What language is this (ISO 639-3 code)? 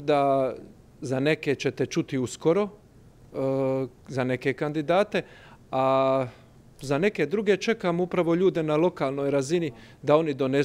hrv